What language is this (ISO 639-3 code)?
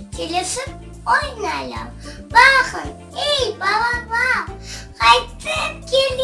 crh